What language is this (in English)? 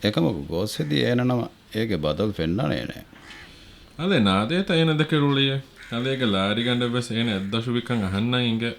Divehi